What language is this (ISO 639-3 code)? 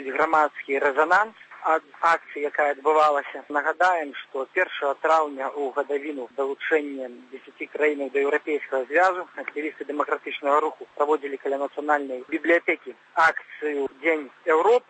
bel